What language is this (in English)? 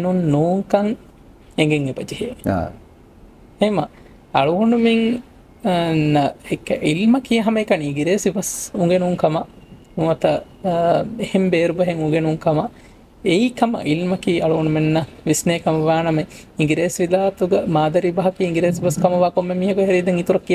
Divehi